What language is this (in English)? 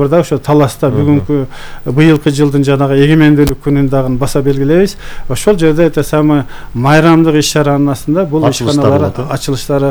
Kyrgyz